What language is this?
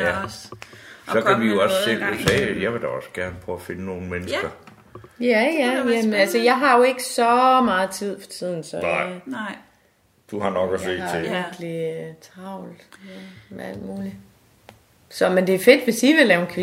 Danish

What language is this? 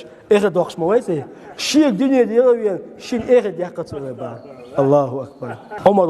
Chechen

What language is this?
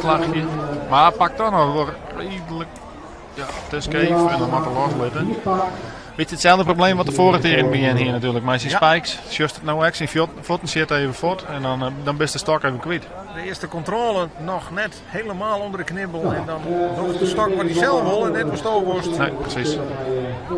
Western Frisian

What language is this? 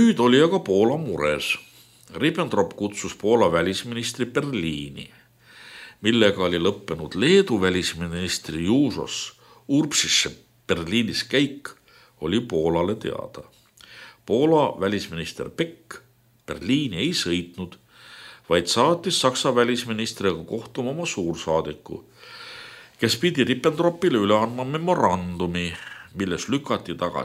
Estonian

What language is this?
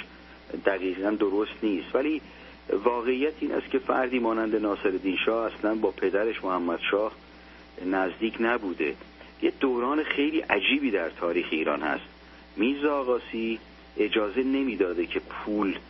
Persian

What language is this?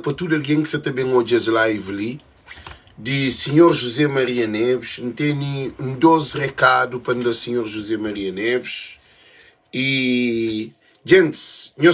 Kabuverdianu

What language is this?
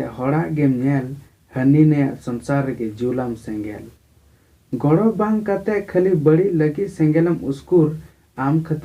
Santali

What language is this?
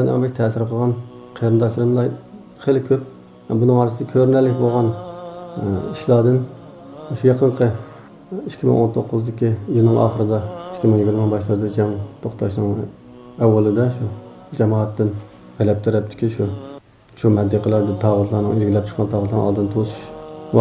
Uyghur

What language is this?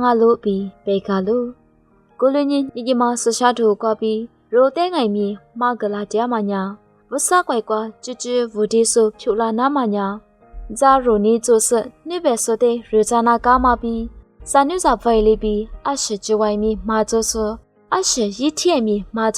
Lisu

